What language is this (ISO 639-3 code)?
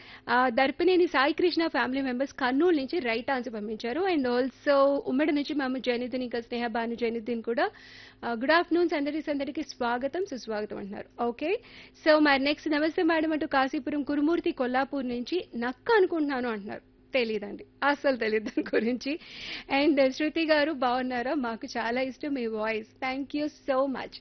tel